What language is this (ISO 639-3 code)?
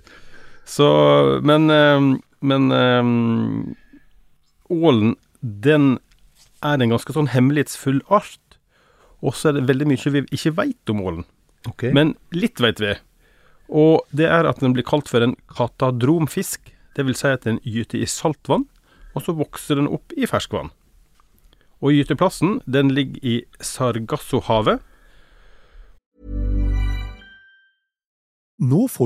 nor